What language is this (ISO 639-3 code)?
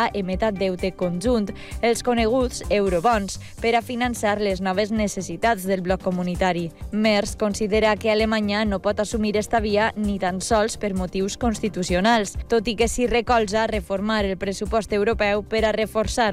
cat